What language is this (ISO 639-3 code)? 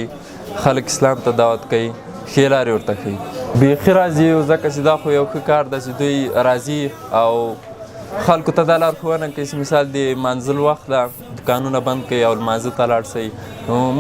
pus